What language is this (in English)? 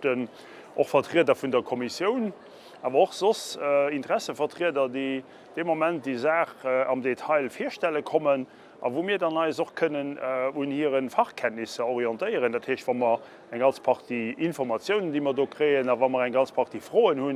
Luxembourgish